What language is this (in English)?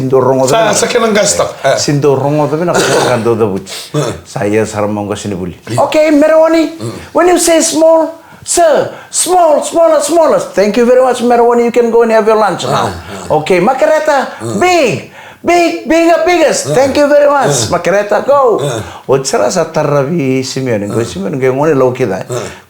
Fijian